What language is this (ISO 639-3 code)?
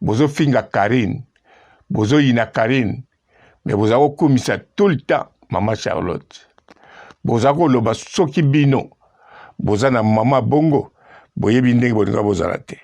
lin